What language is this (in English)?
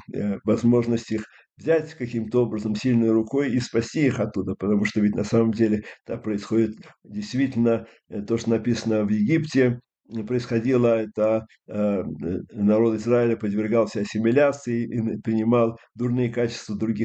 Russian